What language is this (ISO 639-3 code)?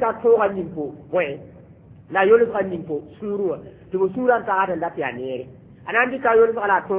mos